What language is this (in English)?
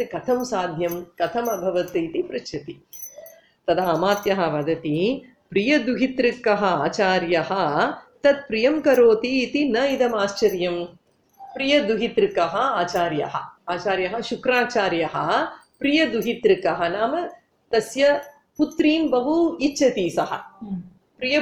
Sanskrit